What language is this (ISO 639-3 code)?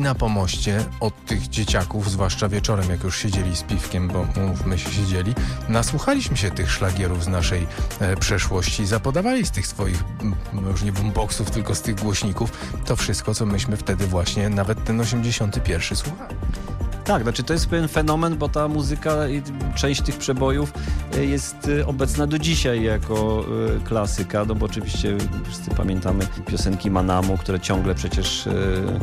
pol